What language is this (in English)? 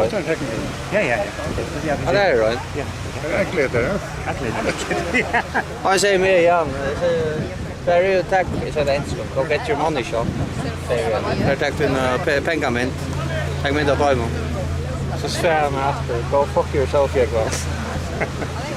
Faroese